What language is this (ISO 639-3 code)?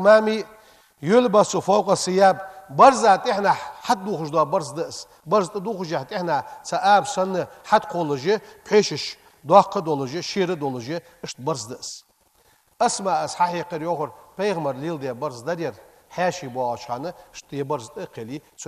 inh